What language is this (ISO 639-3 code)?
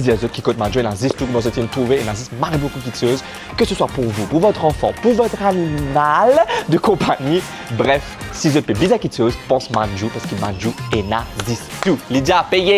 mfe